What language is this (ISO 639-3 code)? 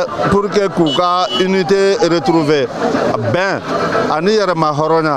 bam